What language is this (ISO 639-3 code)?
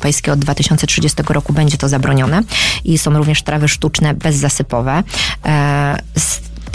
pol